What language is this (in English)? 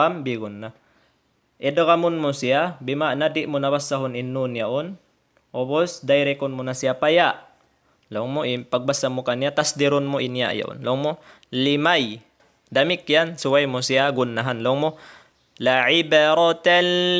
Tausug